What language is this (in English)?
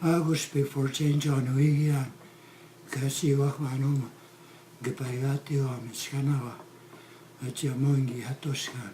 Plains Cree